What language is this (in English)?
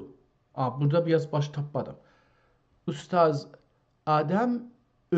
South Azerbaijani